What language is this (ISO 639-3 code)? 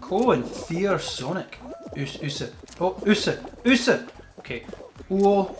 gla